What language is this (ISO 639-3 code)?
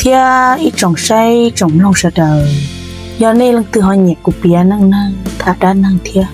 hmn